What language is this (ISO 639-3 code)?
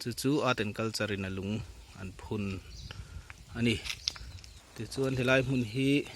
lus